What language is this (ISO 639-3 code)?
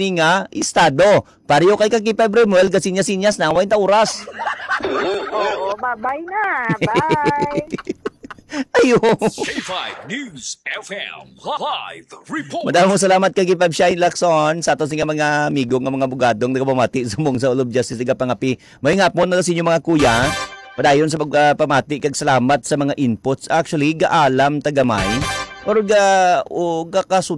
hil